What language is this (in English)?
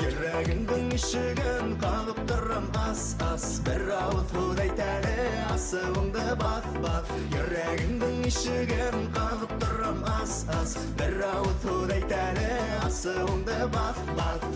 Bashkir